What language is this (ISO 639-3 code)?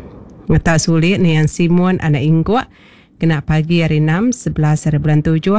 iba